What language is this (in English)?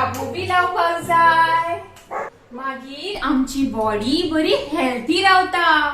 Konkani